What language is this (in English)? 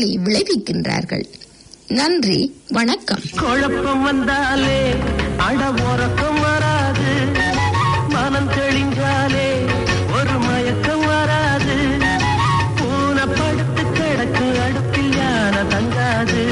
Tamil